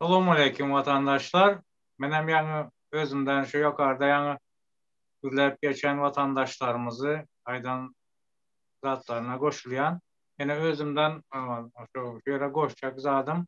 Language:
Turkmen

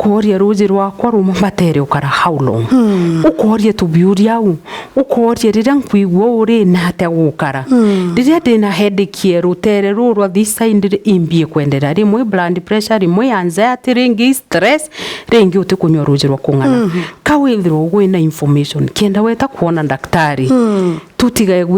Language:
Meru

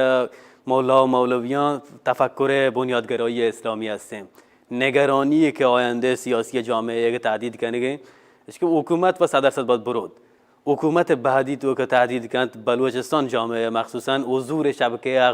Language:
Baluchi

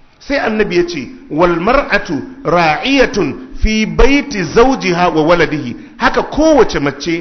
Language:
Hausa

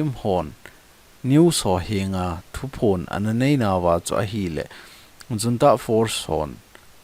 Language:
Thado Chin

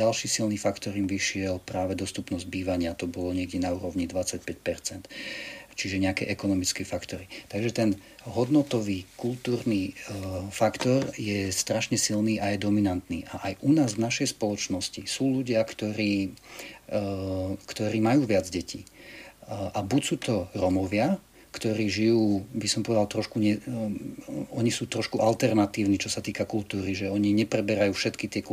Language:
Slovak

